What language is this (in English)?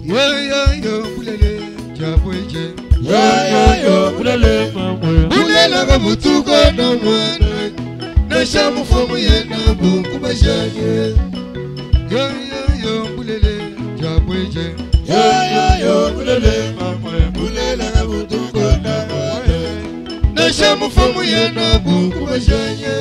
Luba-Lulua